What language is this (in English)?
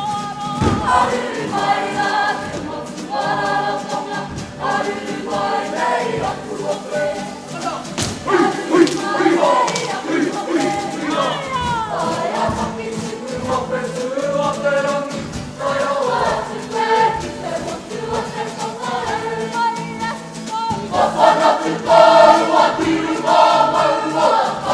Māori